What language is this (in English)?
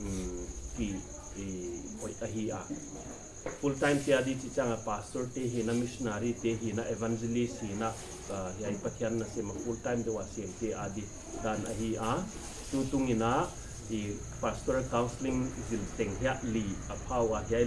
Paite Chin